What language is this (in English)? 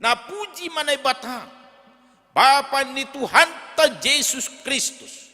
Batak Simalungun